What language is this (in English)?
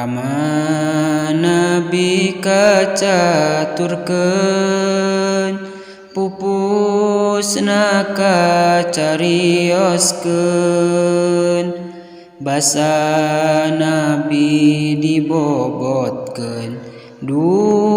Sundanese